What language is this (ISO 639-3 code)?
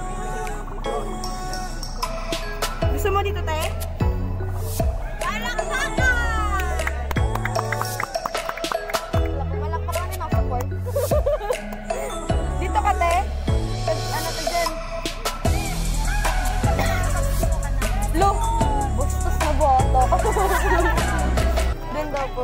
fil